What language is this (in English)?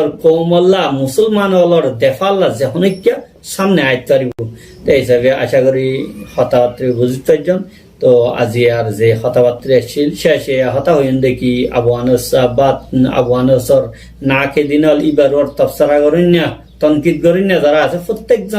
Rohingya